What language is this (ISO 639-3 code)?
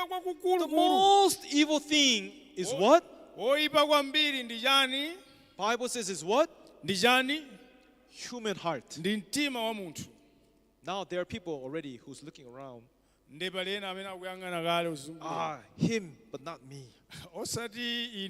nya